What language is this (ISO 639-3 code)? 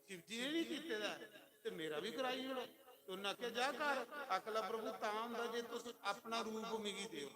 doi